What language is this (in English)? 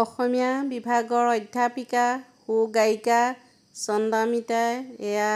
Assamese